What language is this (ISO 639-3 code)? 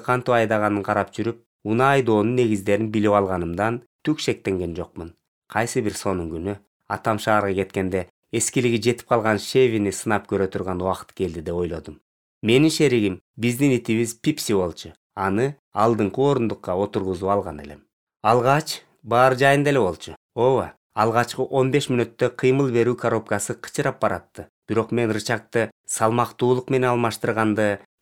kir